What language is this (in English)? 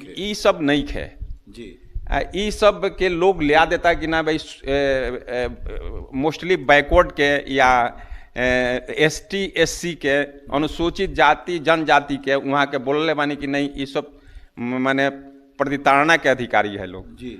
Bhojpuri